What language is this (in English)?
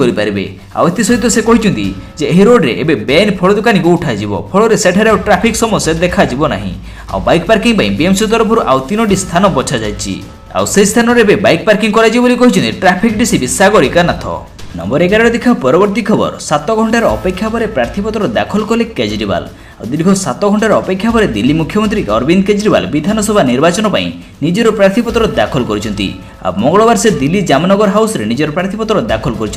Odia